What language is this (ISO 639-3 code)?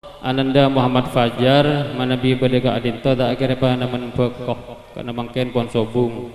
mad